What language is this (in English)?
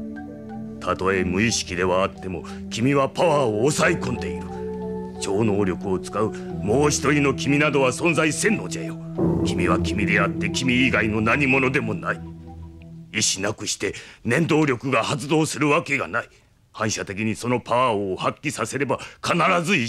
Japanese